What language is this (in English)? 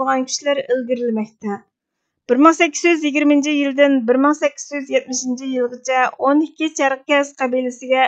Uyghur